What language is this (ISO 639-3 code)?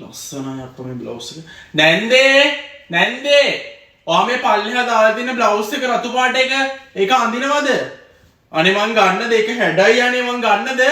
sin